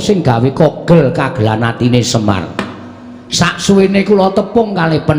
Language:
Javanese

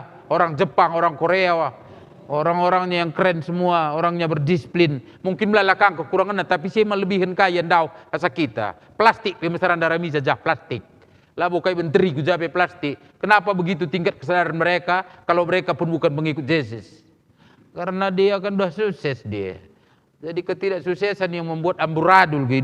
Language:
Batak Karo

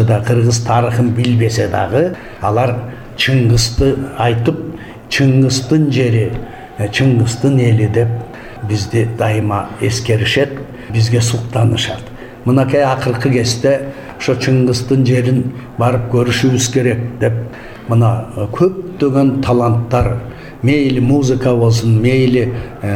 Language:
Kyrgyz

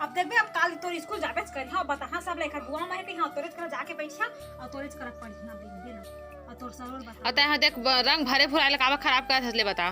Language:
Chhattisgarhi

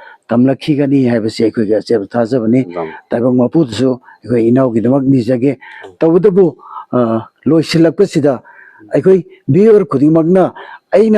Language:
Manipuri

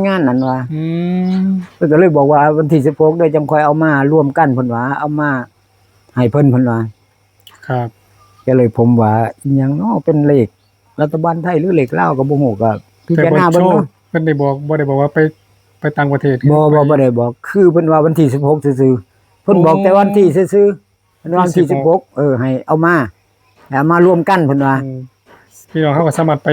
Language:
Northeastern Thai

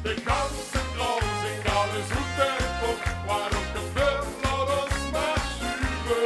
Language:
Limburgish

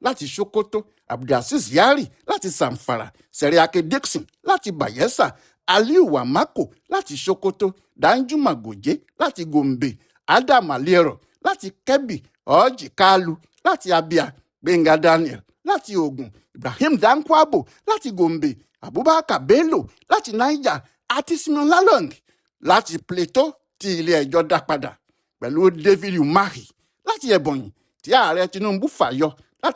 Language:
Yoruba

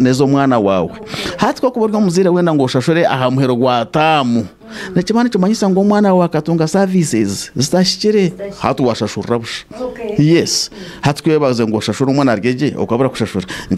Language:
Nyankole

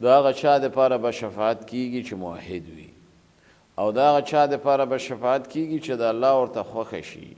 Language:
Pashto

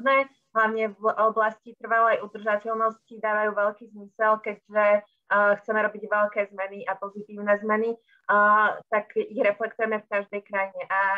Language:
Slovak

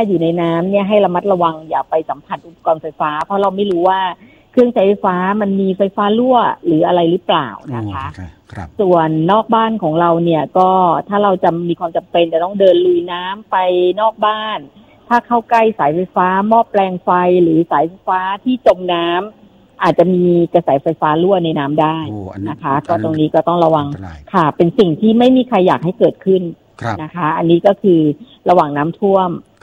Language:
Thai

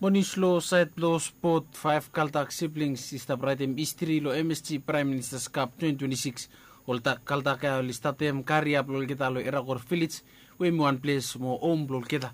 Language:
Bislama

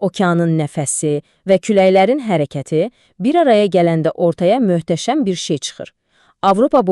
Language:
Azerbaijani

